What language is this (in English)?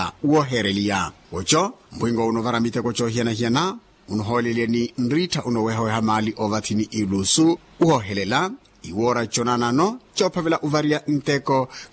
Makhuwa